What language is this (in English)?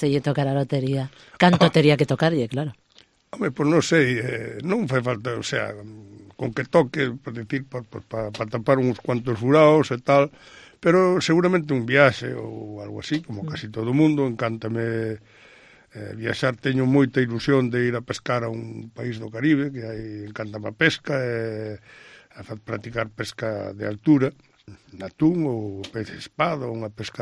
Galician